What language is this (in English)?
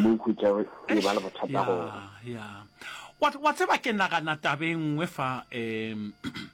Northern Sotho